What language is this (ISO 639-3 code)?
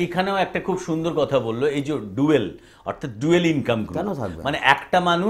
ben